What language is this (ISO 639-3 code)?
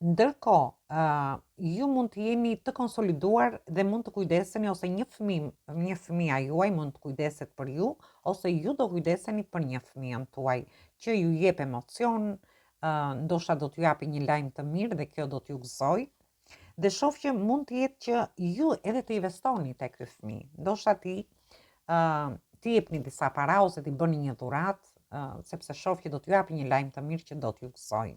sqi